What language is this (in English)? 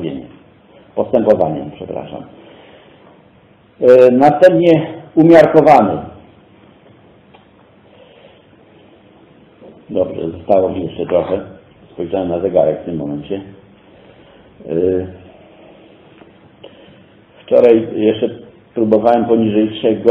Polish